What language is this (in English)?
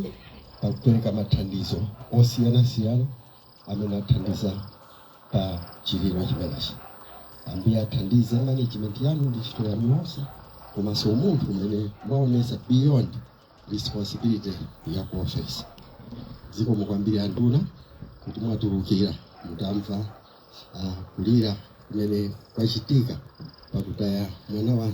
Nyanja